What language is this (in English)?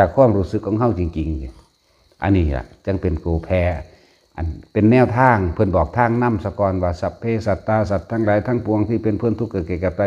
Northeastern Thai